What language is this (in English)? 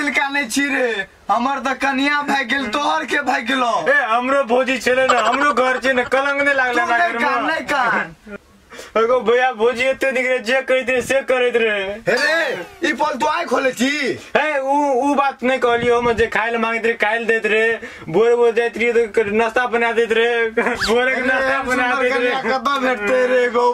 Maithili